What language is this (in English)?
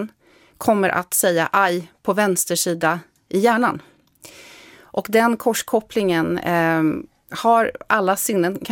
Swedish